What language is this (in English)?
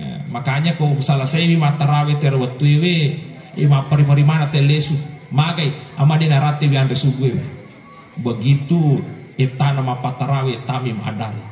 Buginese